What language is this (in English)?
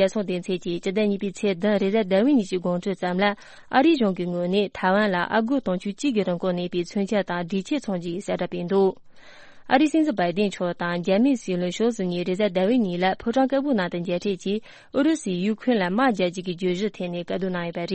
Tibetan